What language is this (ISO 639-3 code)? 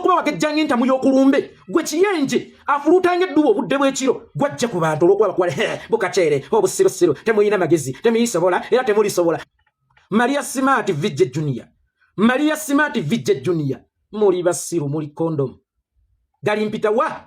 lug